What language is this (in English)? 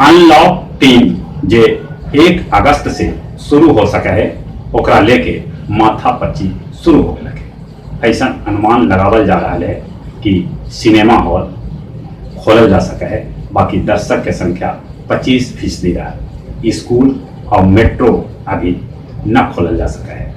Magahi